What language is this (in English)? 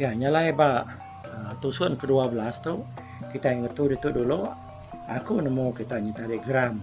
Iban